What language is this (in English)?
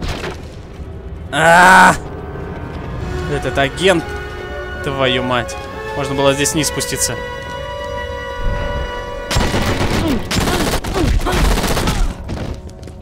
Russian